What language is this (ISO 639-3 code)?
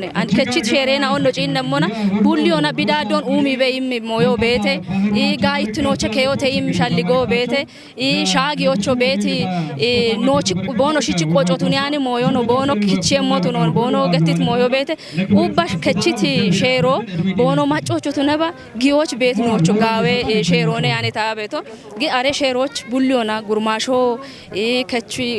kbr